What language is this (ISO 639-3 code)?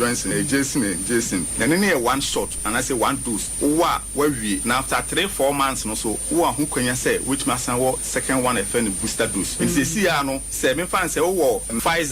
aka